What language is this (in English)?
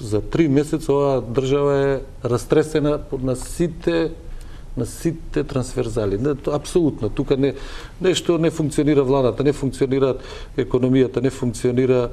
Macedonian